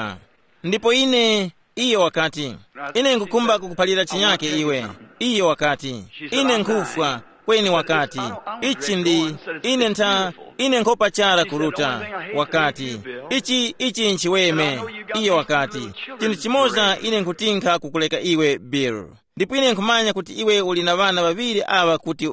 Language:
Tumbuka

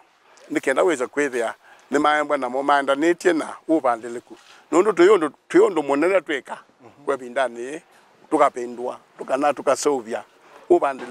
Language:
Kamba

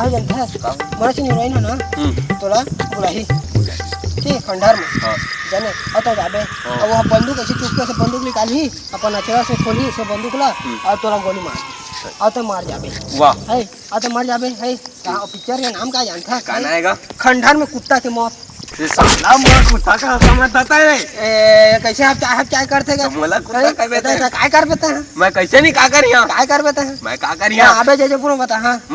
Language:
Chhattisgarhi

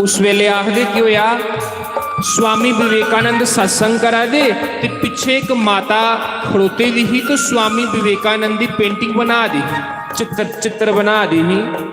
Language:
Dogri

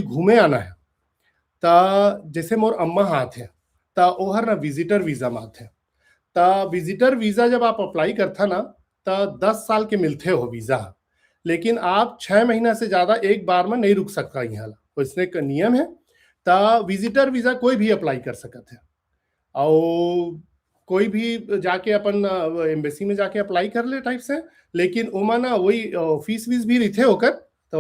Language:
Chhattisgarhi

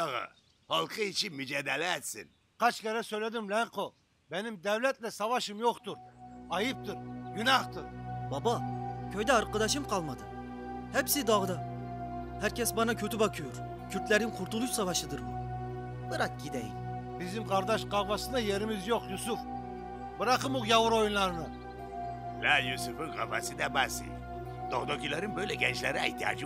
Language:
Turkish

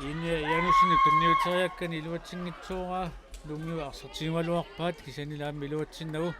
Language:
Kalaallisut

